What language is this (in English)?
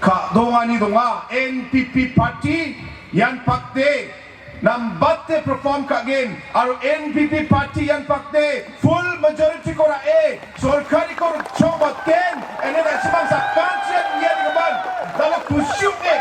Garo